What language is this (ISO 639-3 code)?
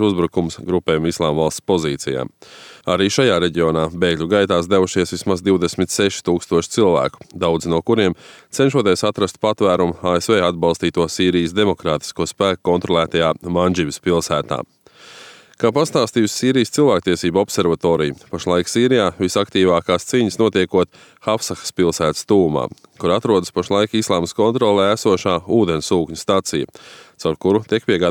lav